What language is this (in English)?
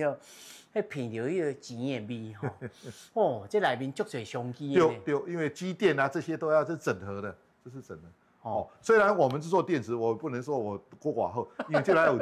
Min Nan Chinese